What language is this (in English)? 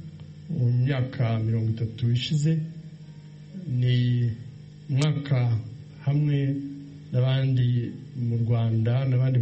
Kinyarwanda